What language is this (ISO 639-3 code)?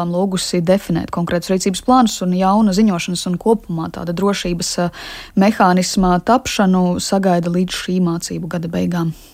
lav